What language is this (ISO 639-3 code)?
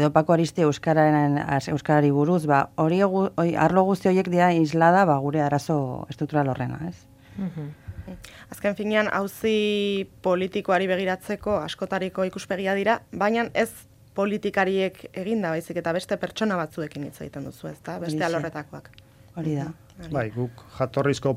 eus